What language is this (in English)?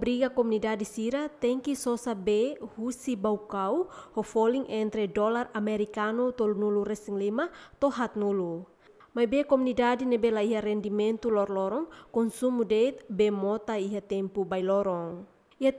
Tetum